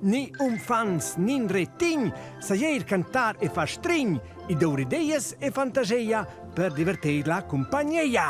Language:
Romansh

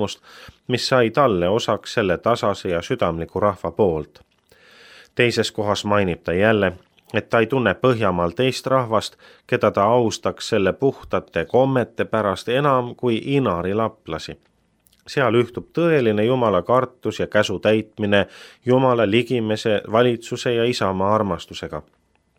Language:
Estonian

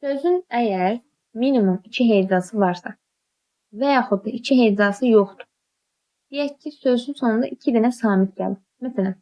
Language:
Azerbaijani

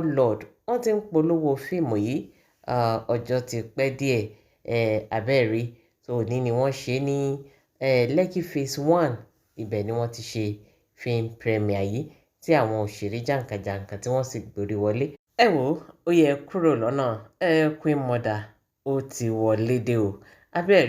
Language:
Yoruba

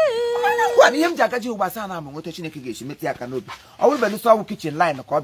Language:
Igbo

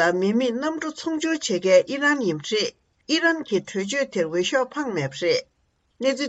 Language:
Tibetan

